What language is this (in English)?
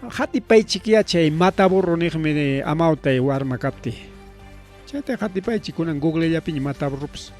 Ayacucho Quechua